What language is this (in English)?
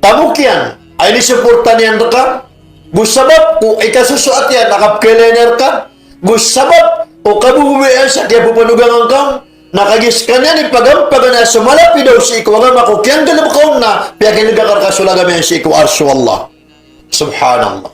Maranao